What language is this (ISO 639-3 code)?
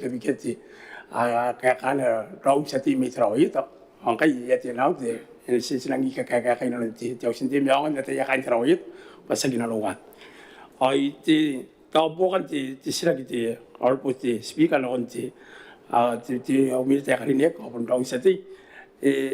gil